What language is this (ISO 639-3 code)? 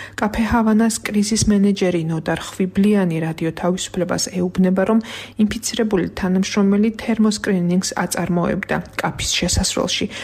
kat